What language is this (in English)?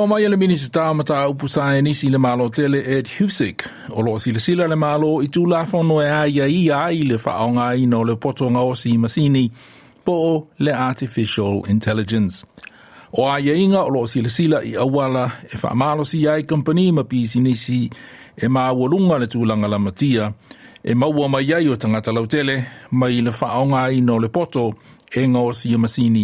Samoan